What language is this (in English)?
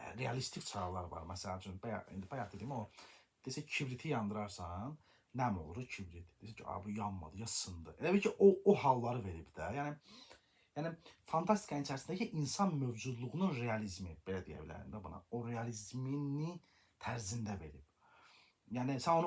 Azerbaijani